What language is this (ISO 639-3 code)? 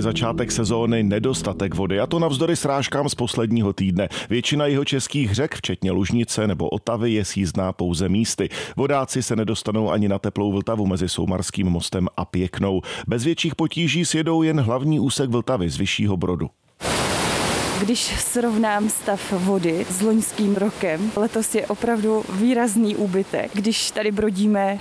ces